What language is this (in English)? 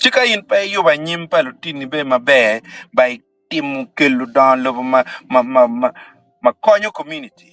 Acoli